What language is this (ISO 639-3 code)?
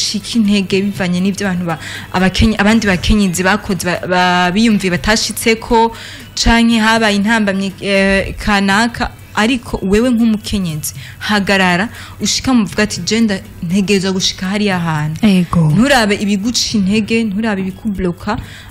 run